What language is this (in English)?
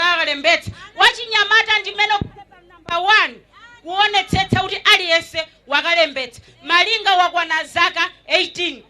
Nyanja